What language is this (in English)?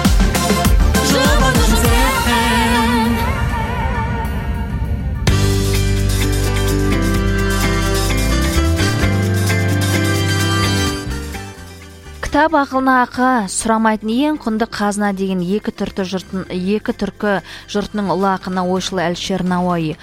Kazakh